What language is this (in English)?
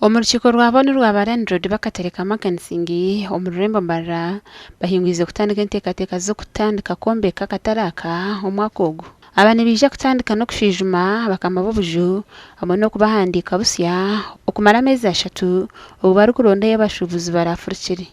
Nyankole